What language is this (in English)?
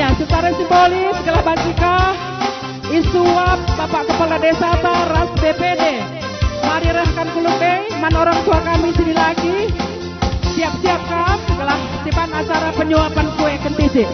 Batak Karo